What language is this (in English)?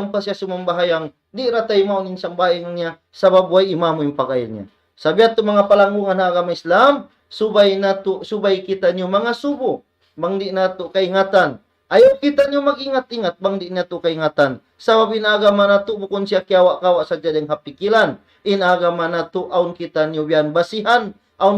Tausug